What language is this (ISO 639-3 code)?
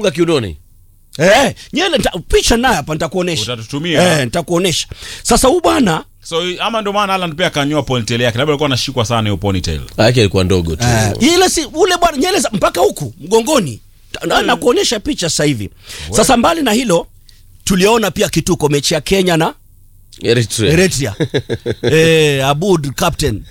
swa